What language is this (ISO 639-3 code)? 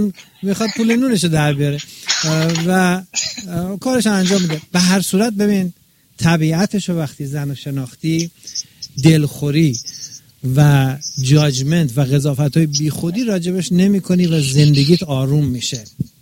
fas